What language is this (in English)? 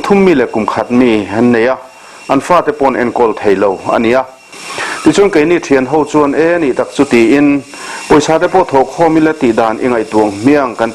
Mizo